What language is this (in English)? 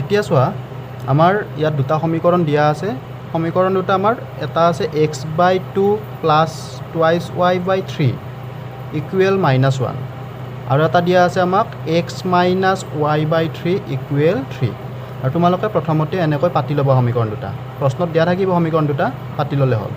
Assamese